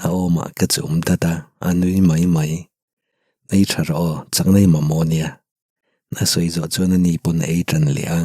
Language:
Mizo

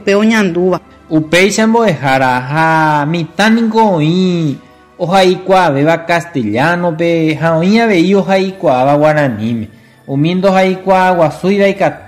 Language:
Guarani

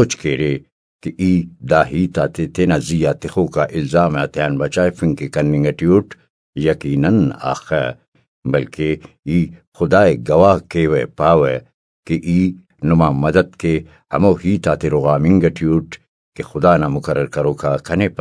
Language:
Brahui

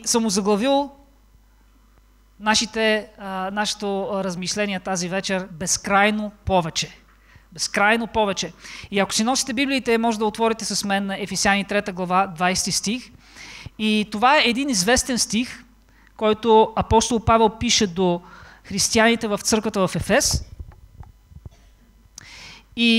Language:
Bulgarian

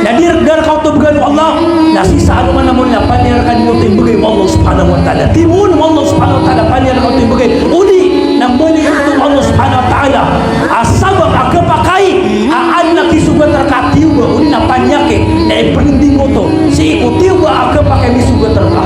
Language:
Maranao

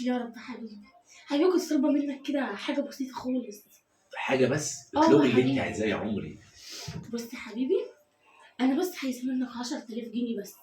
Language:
Egyptian Arabic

